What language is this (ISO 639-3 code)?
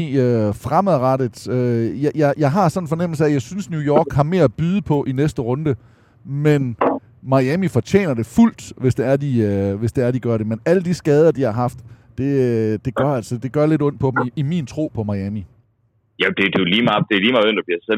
dan